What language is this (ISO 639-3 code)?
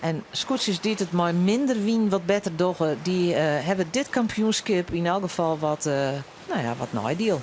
fry